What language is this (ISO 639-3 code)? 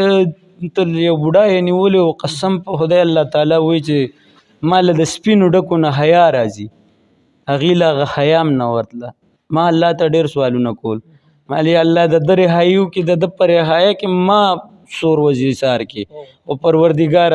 pus